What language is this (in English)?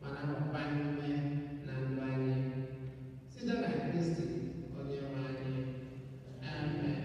Igbo